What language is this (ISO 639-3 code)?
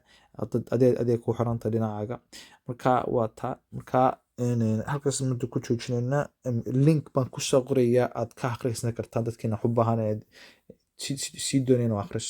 som